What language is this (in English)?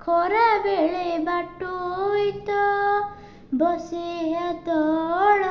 Odia